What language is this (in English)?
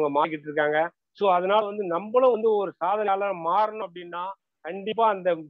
Tamil